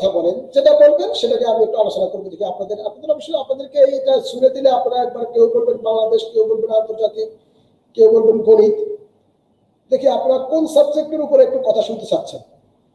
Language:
Bangla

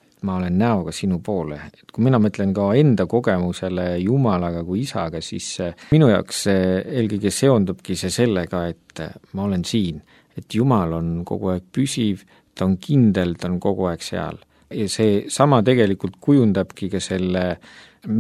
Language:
Estonian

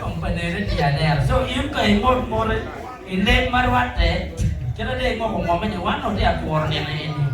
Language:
Acoli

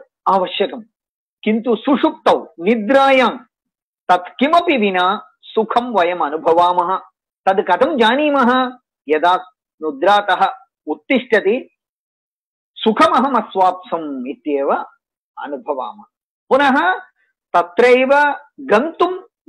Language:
Sanskrit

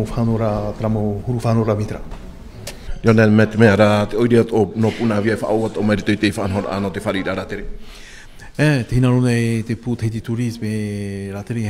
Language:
Tahitian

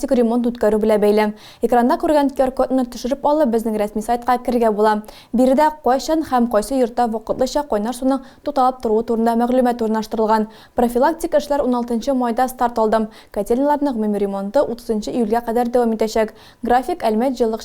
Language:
Tatar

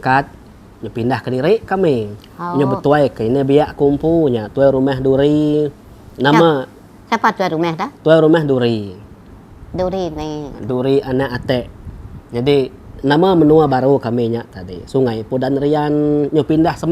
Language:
Iban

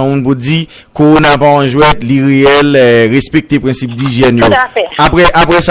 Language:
Haitian Creole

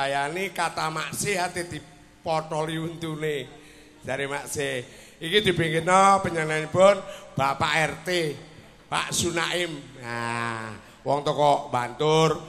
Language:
Javanese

